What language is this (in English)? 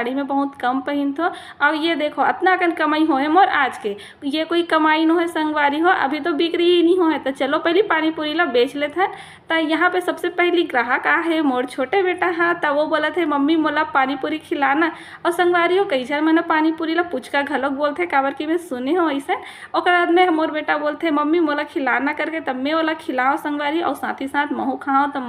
Chhattisgarhi